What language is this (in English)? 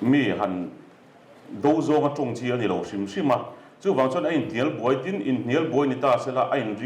Mizo